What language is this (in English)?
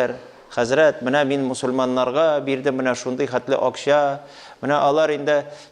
Tatar